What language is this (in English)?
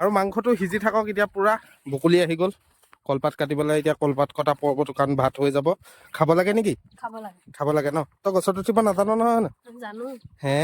Assamese